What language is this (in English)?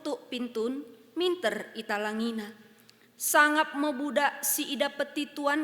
Batak Karo